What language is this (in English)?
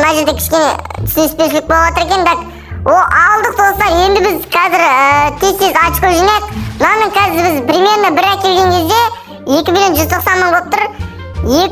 Kazakh